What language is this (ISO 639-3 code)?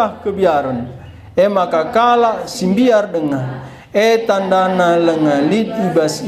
btx